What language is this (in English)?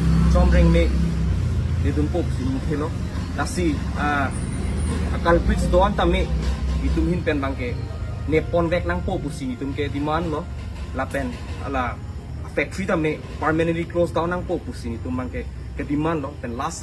Karbi